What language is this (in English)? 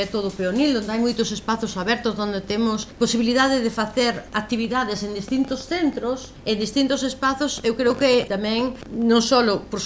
Galician